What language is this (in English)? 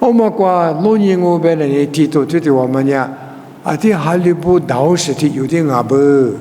Lisu